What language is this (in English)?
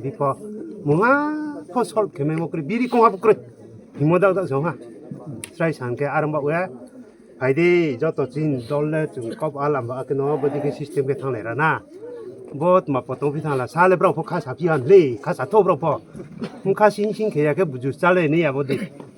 Kok Borok